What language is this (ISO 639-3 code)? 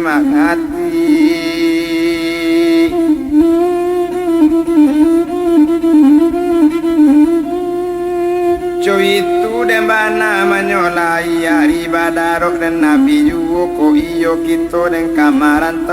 min